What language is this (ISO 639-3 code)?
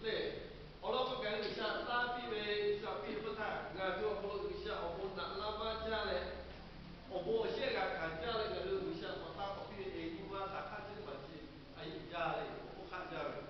lhu